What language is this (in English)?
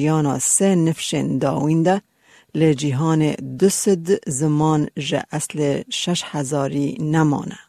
Kurdish